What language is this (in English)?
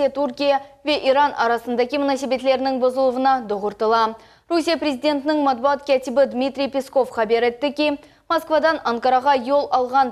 Crimean Tatar